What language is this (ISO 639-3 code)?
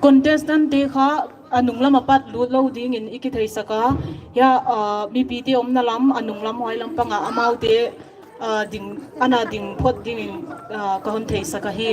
pck